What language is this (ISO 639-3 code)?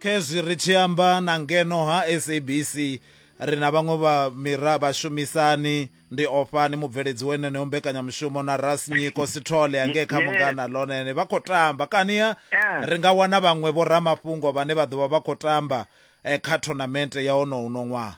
ven